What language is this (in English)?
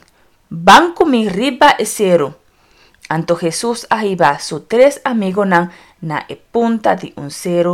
Papiamento